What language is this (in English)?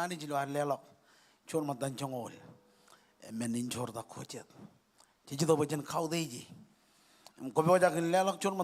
Marshallese